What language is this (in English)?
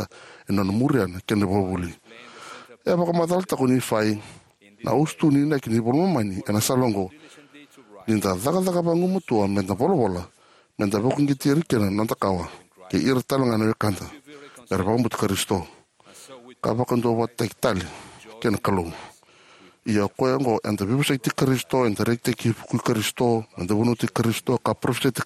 Fijian